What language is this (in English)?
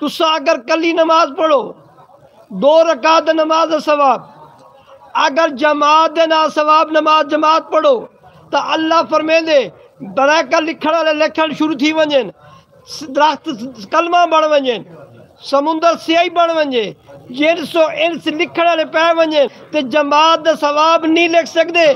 Saraiki